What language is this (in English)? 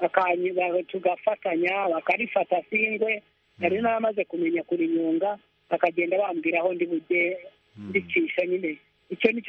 Kinyarwanda